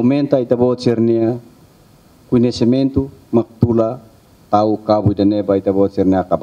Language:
Tetum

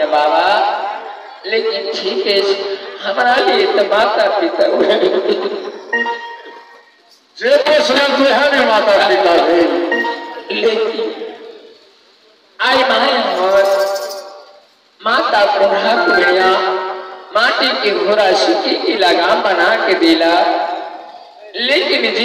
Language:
Bhojpuri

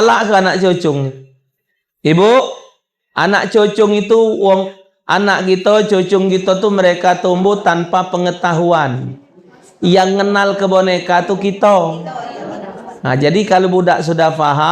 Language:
Musi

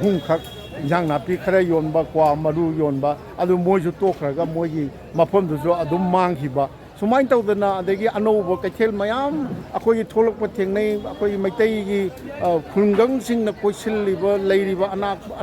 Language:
Manipuri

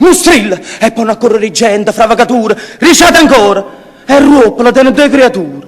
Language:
Neapolitan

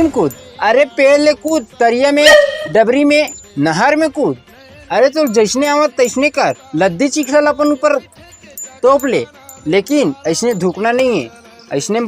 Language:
Chhattisgarhi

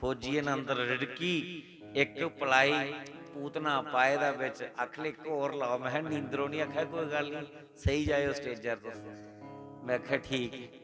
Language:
Dogri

